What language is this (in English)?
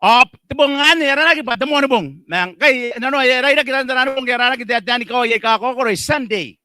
Gilbertese